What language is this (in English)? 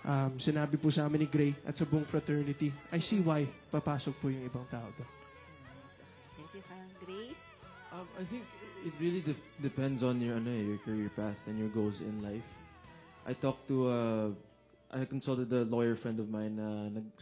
Filipino